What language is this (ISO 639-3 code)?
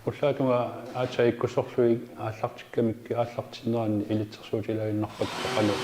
kal